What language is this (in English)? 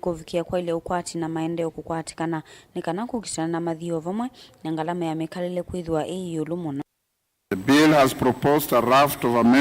Kamba